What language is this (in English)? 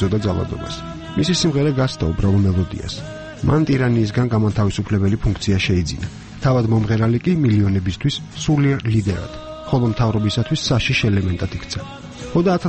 Georgian